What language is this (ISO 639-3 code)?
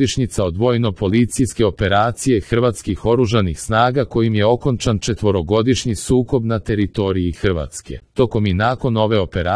srp